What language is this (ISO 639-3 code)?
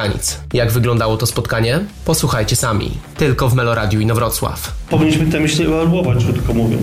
pol